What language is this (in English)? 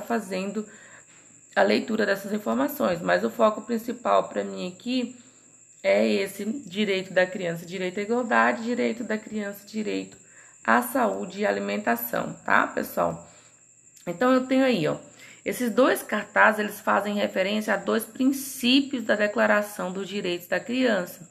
Portuguese